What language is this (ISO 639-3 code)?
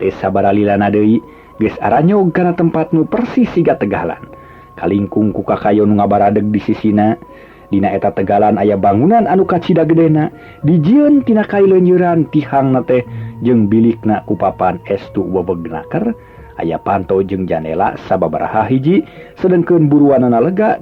sun